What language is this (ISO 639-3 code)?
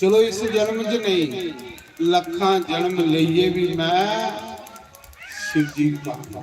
doi